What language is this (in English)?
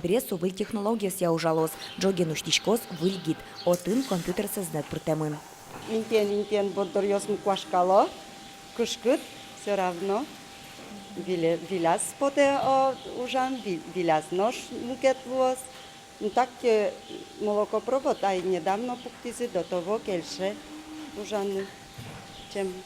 Udmurt